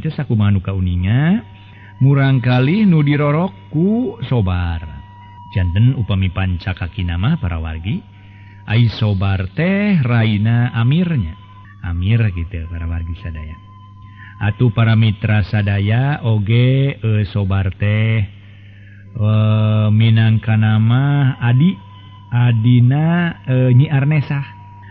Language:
Sundanese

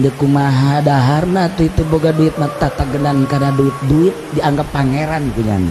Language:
Sundanese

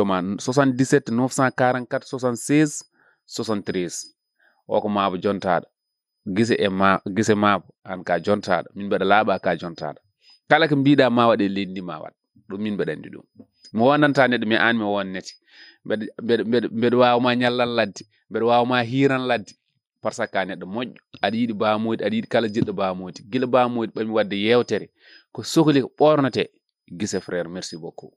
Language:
Fula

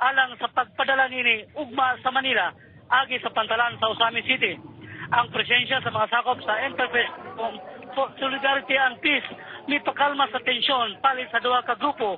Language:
Cebuano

